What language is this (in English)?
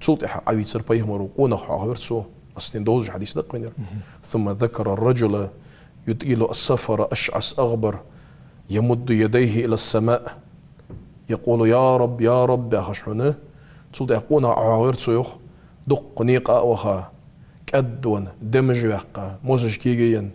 Ingush